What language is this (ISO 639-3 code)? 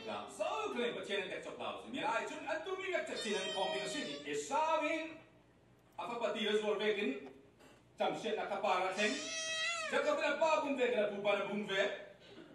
cfm